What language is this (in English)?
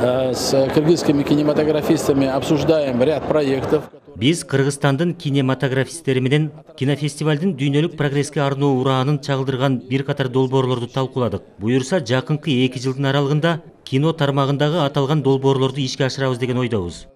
Kyrgyz